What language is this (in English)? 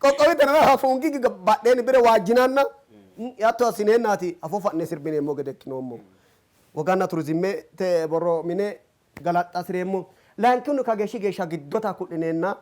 Sidamo